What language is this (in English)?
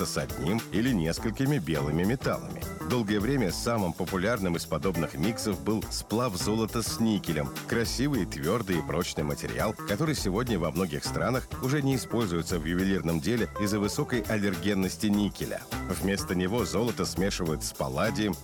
Russian